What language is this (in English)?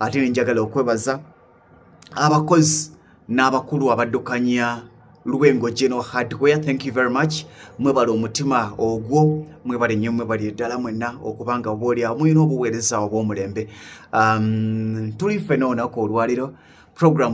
Ganda